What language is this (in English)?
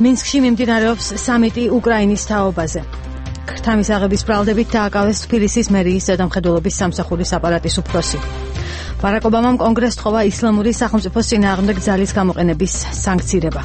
Georgian